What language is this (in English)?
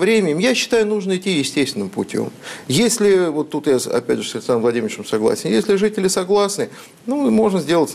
Russian